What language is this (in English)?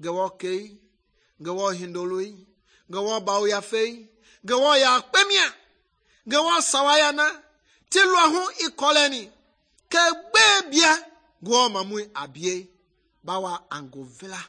Mende